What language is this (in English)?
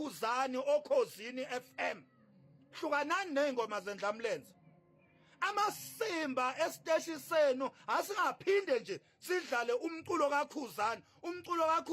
Zulu